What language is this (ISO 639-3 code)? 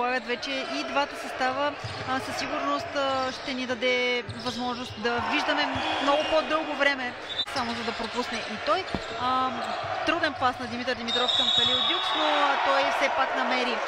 bul